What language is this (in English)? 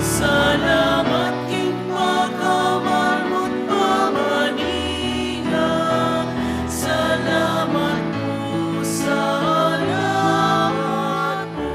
Pampanga